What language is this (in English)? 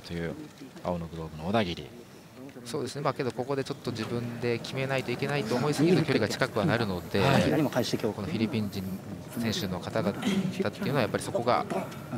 Japanese